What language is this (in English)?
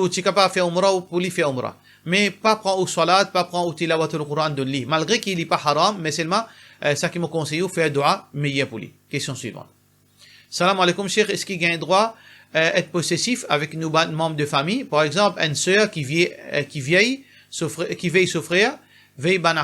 Morisyen